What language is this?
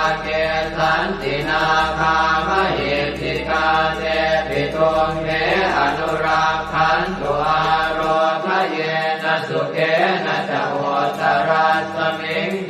Pali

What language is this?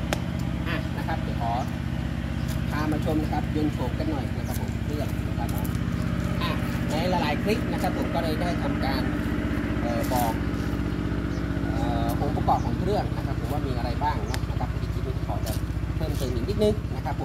Thai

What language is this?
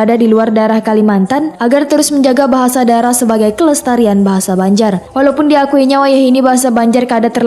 Banjar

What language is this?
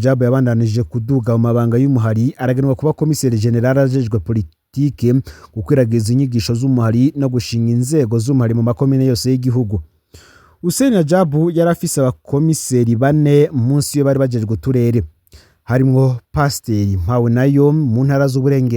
Rundi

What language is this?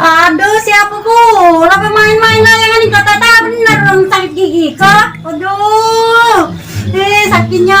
Musi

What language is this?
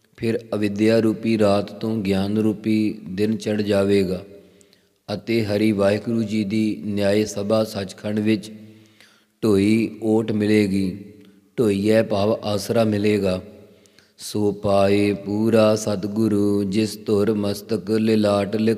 Punjabi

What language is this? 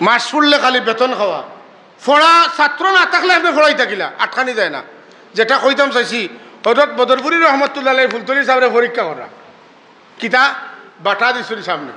Sylheti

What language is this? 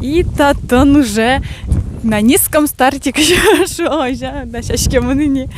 Udmurt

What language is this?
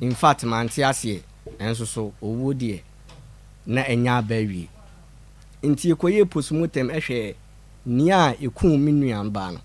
Akan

